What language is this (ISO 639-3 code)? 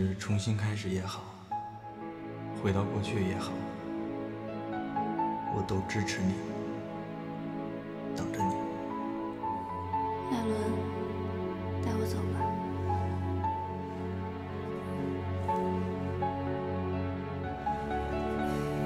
zho